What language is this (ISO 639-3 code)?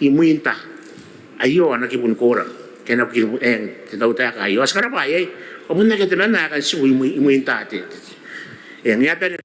gil